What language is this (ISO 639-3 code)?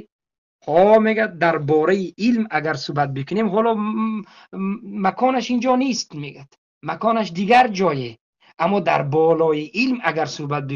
tgk